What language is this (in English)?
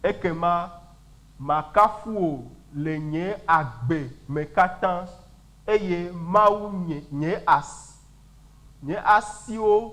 Ewe